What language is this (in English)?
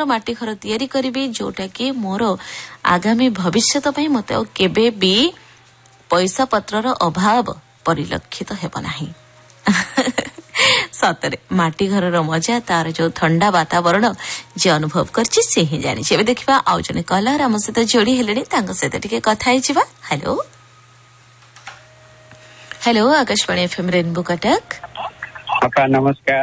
Odia